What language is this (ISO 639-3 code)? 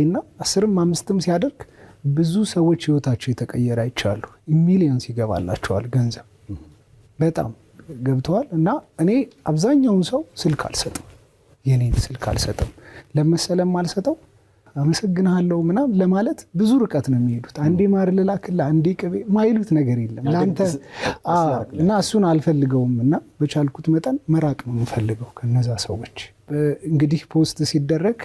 amh